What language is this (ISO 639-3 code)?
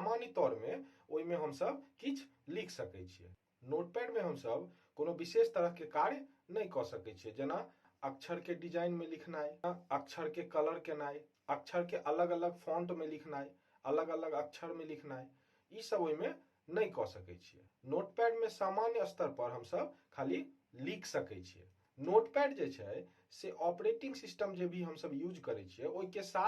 mai